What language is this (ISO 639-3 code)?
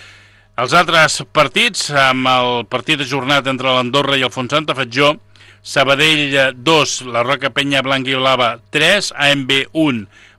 cat